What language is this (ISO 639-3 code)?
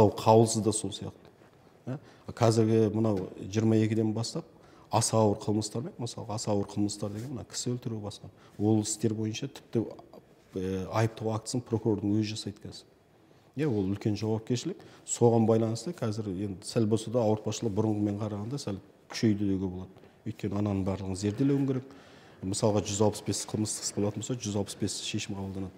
kaz